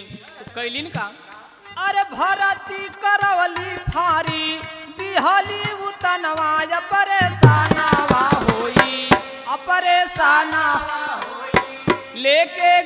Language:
Bhojpuri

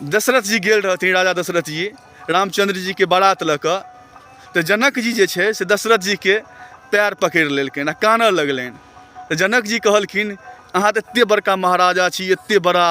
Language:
Maithili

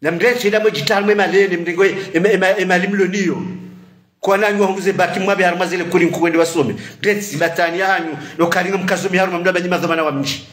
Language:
Ngazidja Comorian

